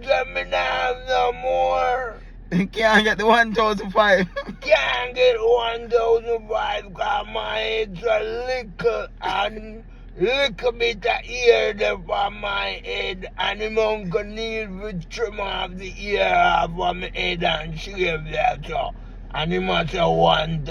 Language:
Jamaican Creole English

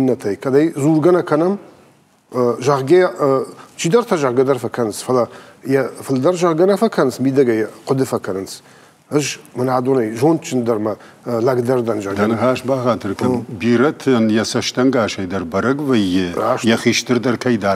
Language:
Ossetic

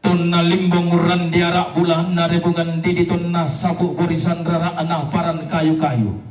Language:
Toraja-Sa'dan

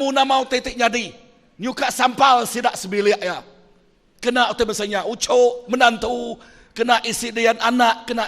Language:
Iban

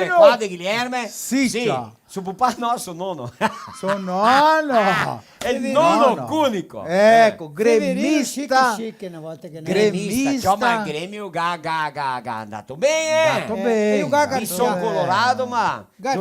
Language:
Venetian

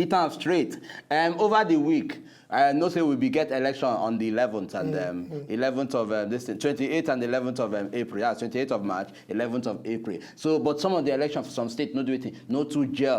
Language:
Nigerian Pidgin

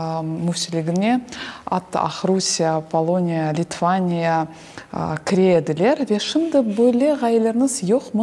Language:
Crimean Tatar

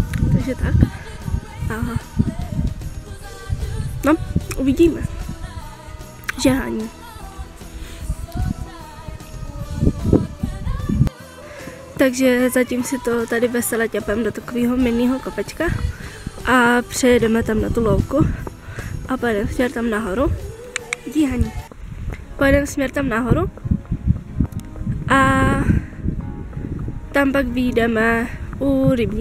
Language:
Czech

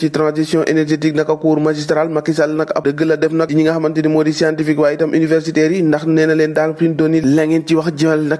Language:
Wolof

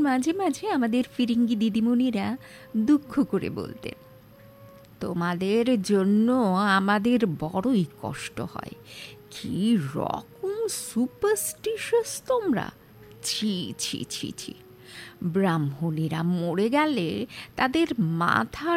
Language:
Bangla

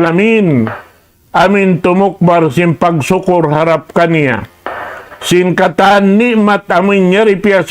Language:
Tausug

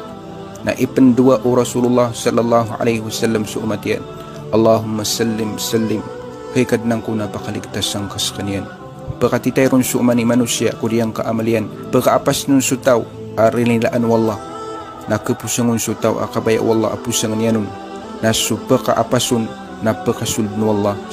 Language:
Maranao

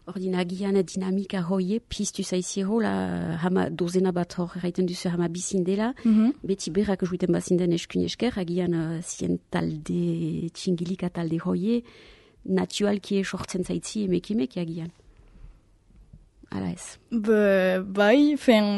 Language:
Basque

